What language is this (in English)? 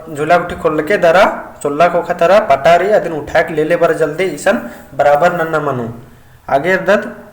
Kurukh